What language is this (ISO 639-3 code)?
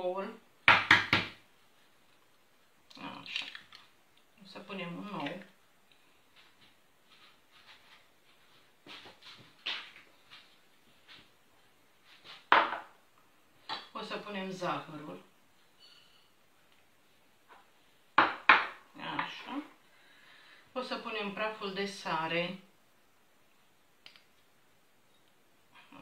ron